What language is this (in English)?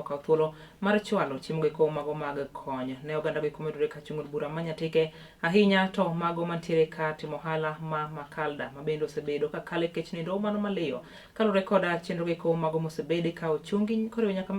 Luo (Kenya and Tanzania)